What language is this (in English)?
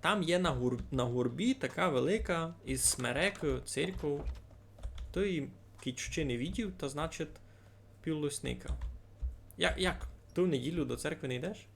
Rusyn